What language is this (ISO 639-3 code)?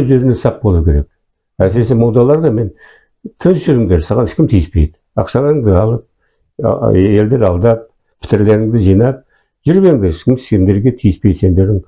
kaz